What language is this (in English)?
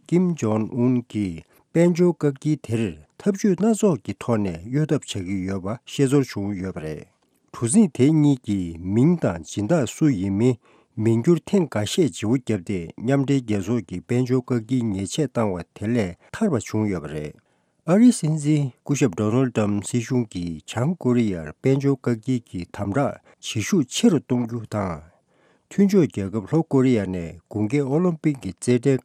Tibetan